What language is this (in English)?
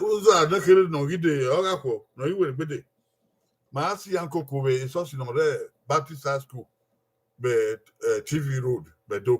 Bini